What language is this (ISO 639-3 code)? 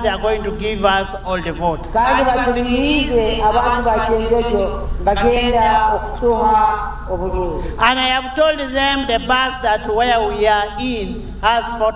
nyn